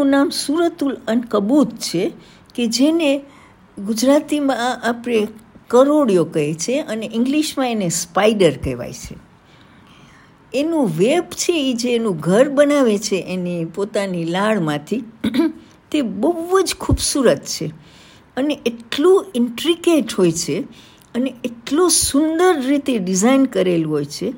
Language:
Gujarati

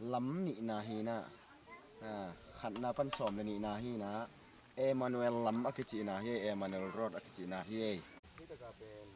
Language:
Tedim Chin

